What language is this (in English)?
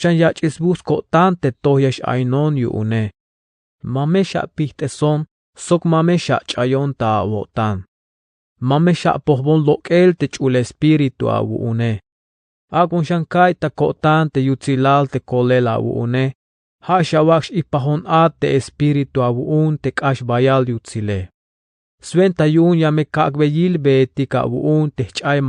Tzeltal